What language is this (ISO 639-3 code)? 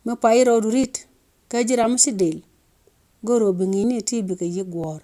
nus